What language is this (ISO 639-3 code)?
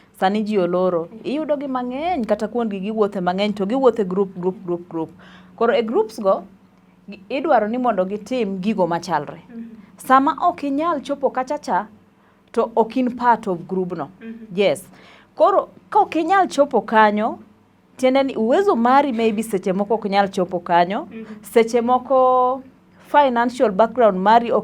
luo